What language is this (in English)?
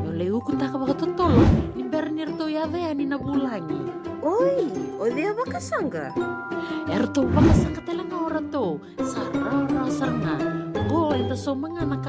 Fijian